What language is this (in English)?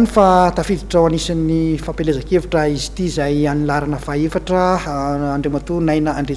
Malagasy